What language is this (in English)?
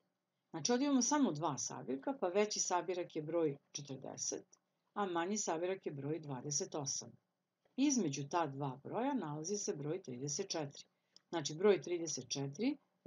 Serbian